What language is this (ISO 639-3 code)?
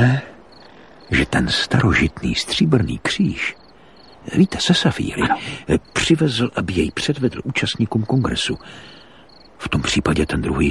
ces